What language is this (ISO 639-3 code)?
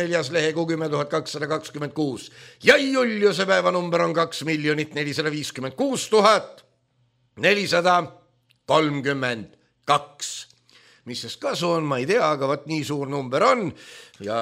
est